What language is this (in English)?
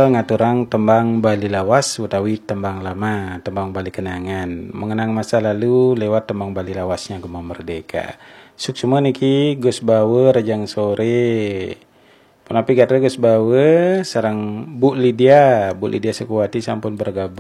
Balinese